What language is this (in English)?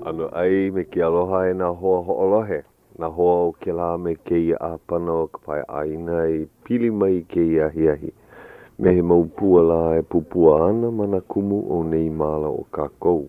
Hawaiian